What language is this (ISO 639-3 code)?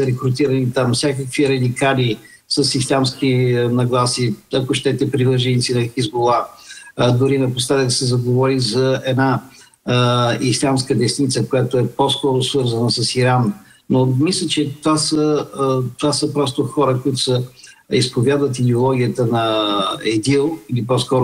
bul